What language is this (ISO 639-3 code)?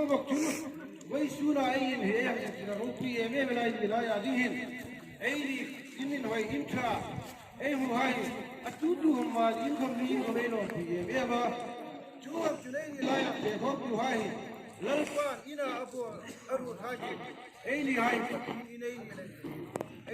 hmr